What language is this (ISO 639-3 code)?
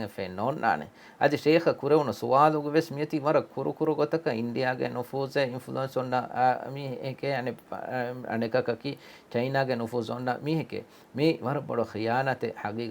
div